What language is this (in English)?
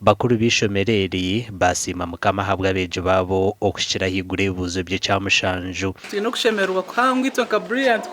Nyankole